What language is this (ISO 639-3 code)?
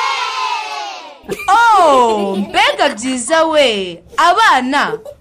kin